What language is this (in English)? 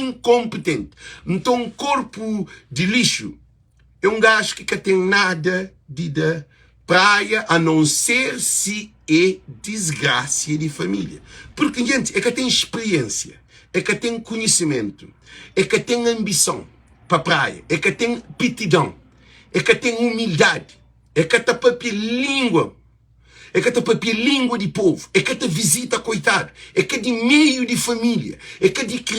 Kabuverdianu